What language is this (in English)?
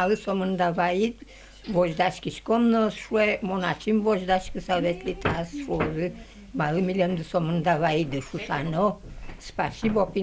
Udmurt